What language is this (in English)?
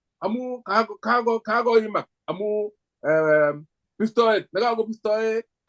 Kalenjin